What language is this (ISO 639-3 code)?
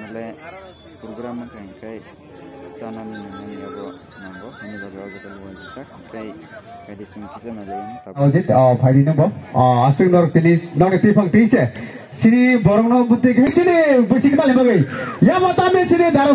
trp